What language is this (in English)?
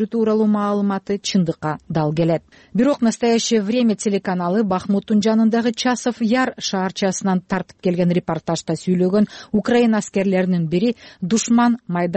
Kyrgyz